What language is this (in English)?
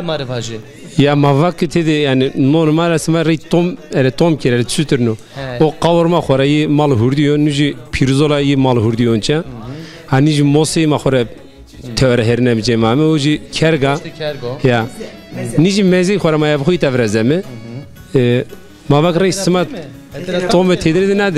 Zaza